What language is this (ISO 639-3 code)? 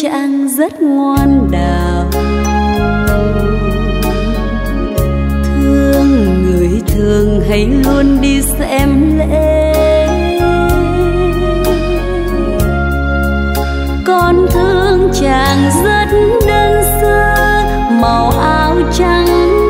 vie